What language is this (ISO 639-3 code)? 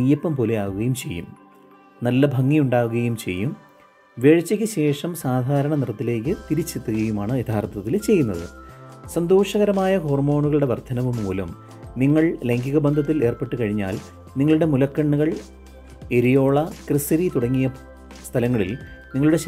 mal